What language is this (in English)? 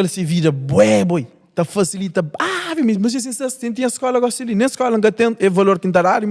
Kabuverdianu